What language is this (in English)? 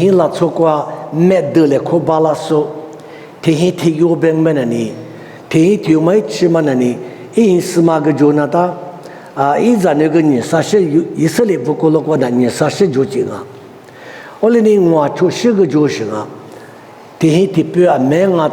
Lisu